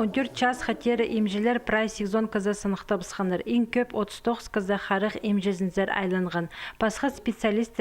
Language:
Khakas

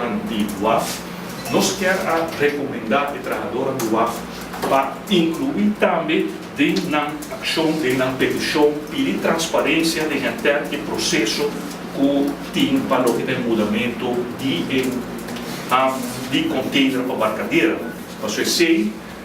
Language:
Papiamento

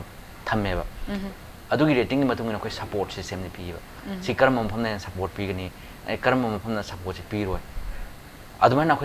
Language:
Manipuri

